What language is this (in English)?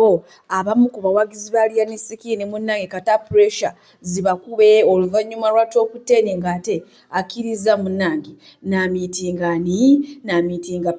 Ganda